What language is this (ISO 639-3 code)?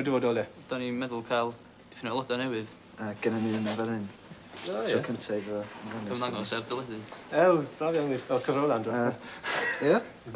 cym